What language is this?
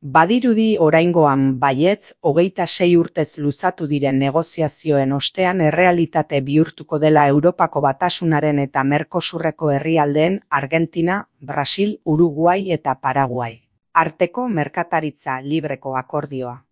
Basque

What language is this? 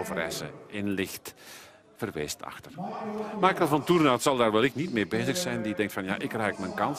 Dutch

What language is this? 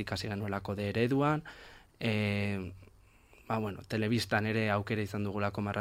Basque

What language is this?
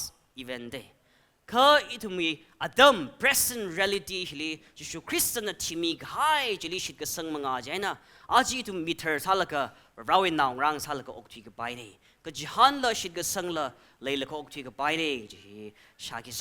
Tangkhul Naga (India)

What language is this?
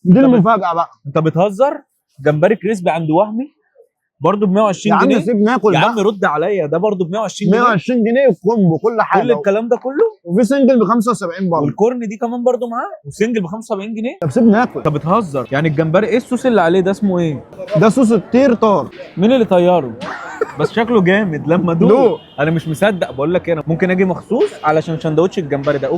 Egyptian Arabic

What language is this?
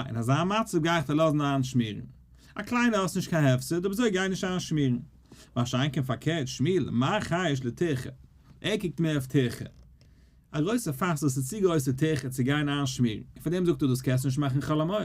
Yiddish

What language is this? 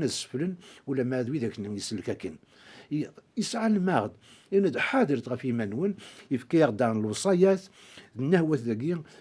Kabyle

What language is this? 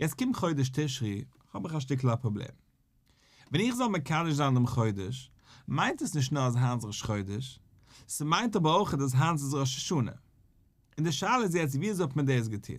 Yiddish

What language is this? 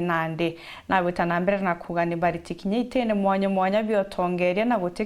Meru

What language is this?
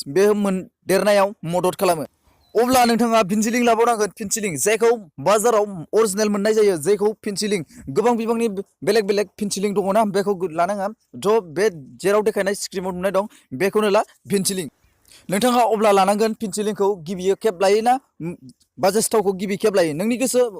Bodo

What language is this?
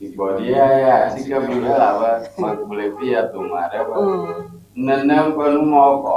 Ewe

